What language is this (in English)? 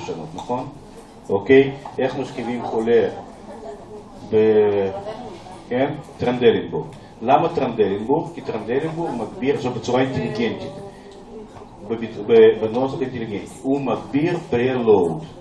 Hebrew